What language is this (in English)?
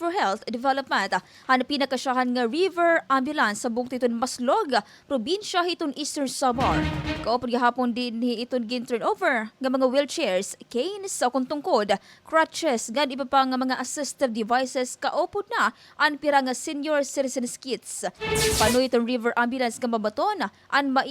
Waray